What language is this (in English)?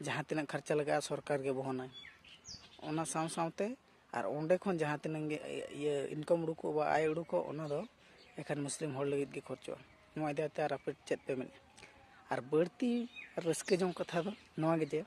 Santali